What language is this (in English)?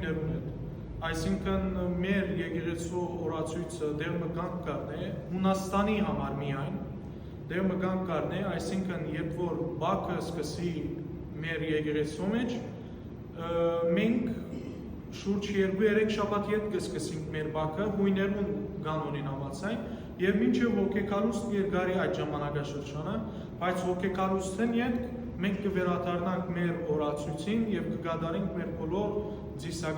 Western Armenian